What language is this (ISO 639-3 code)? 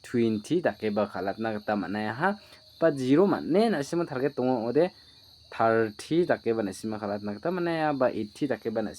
grt